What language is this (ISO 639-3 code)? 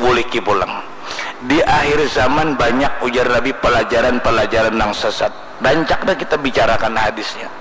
bjn